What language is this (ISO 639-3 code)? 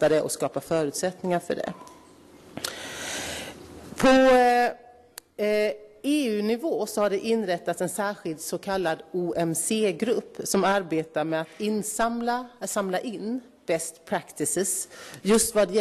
swe